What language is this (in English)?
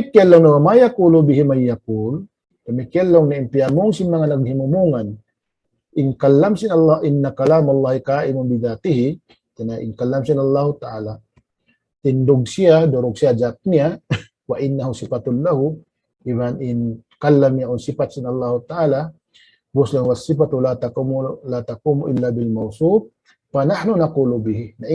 Tausug